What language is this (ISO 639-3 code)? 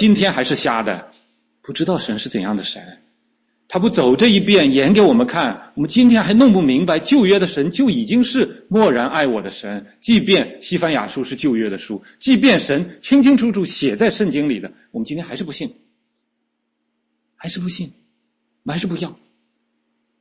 zho